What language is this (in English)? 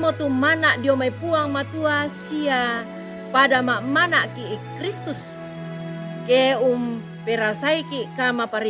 Toraja-Sa'dan